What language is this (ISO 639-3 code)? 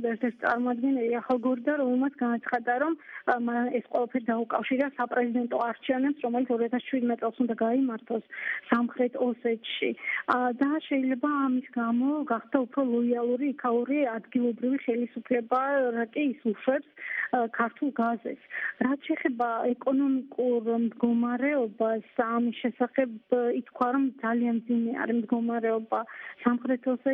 kat